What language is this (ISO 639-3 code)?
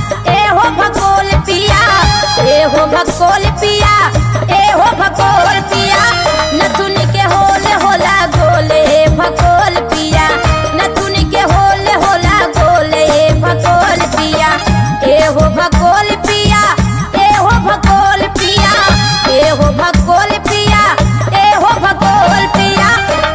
bho